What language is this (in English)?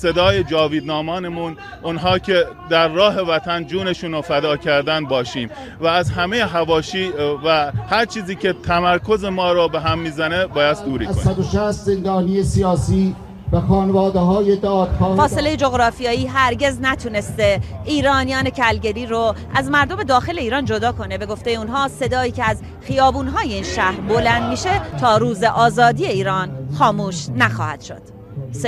Persian